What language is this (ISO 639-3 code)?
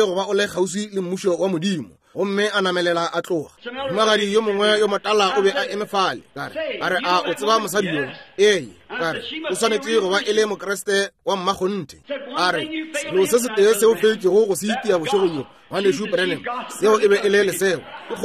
nso